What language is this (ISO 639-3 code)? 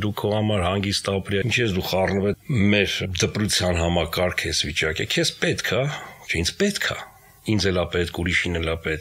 hye